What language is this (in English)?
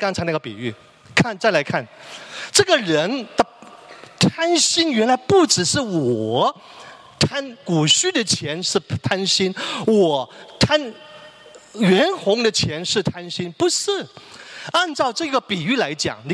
Chinese